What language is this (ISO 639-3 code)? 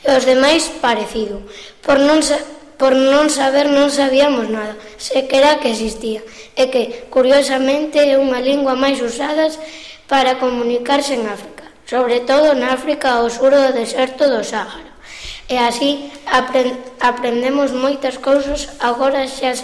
glg